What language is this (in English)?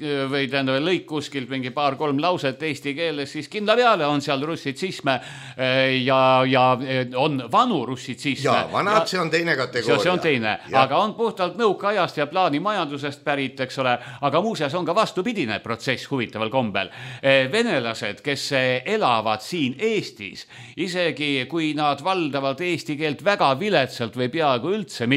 Estonian